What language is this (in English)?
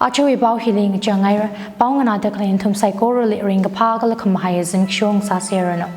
Tangkhul Naga (India)